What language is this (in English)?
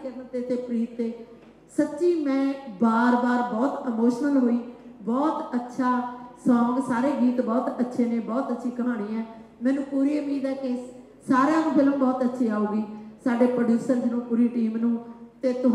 Punjabi